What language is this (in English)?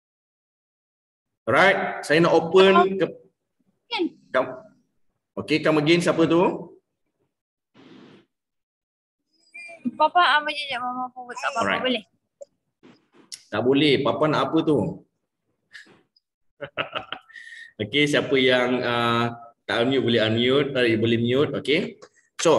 Malay